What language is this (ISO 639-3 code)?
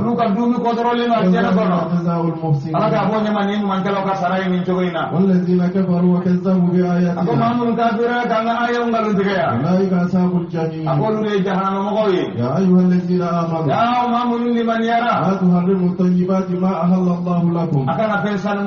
bam